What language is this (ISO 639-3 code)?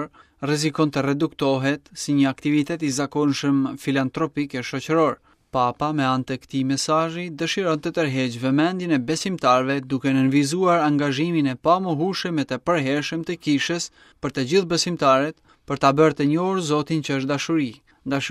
sqi